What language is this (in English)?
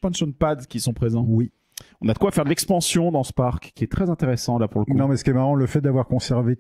French